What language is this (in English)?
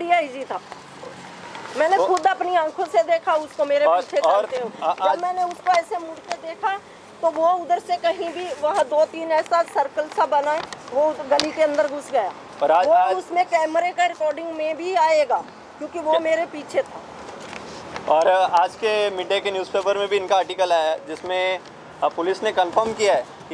Hindi